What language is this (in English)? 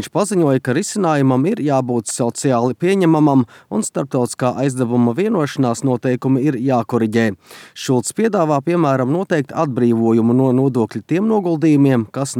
Latvian